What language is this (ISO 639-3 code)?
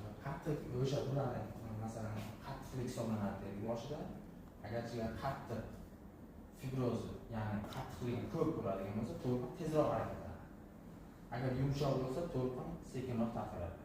uzb